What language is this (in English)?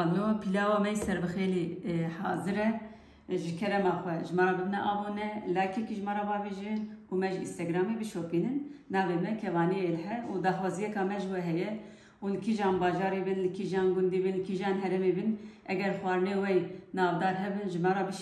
Kurdish